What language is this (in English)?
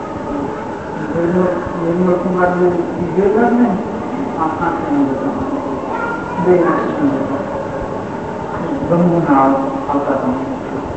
Gujarati